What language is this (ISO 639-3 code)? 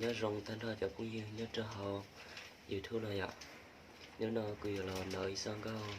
hmn